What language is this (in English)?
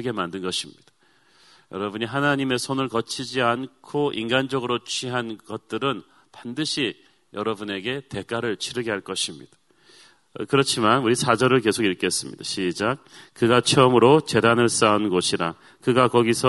Korean